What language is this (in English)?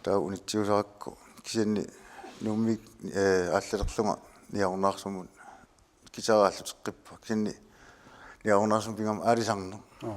Kalaallisut